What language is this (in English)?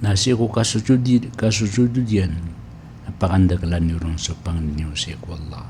Maranao